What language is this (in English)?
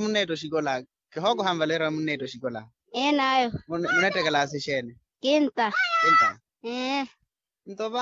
Makhuwa